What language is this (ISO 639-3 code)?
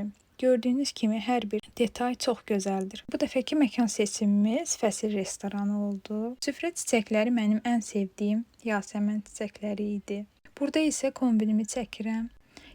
aze